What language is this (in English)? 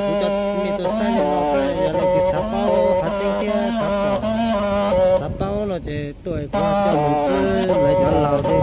Hmong